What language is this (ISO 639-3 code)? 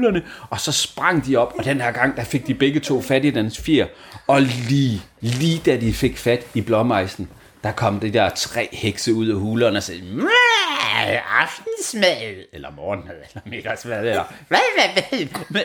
dan